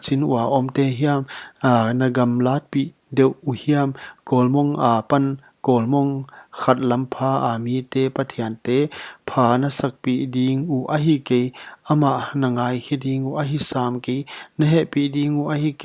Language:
Paite Chin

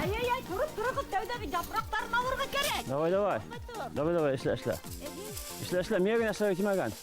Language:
Bashkir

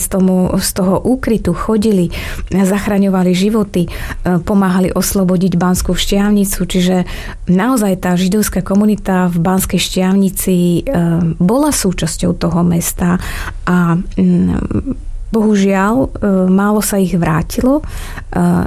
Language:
Slovak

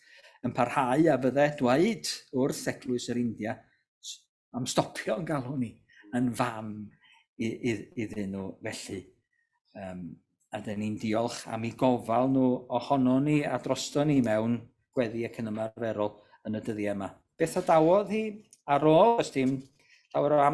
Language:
Welsh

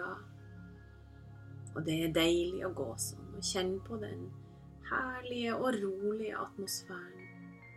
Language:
Norwegian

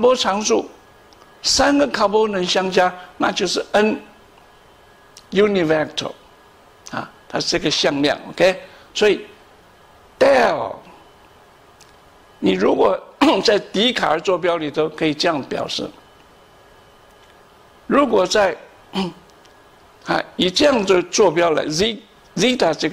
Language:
Chinese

